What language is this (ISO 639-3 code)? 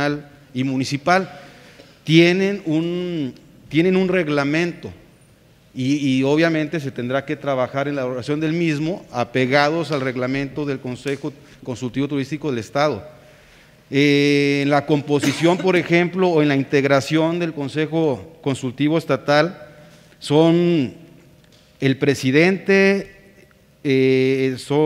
spa